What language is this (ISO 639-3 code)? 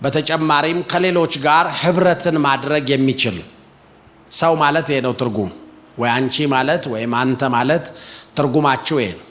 amh